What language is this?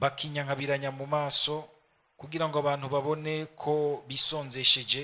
Rundi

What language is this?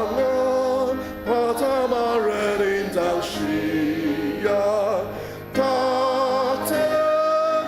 Ao Naga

